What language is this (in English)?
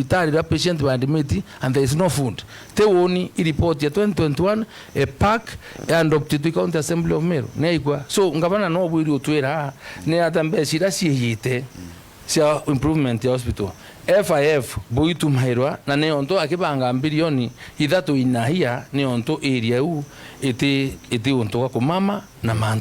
Meru